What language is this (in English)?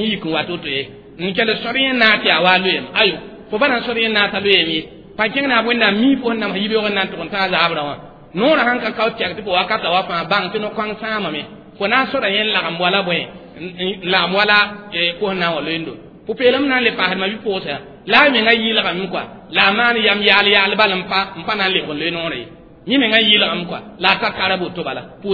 Mossi